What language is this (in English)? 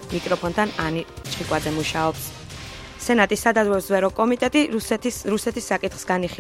Georgian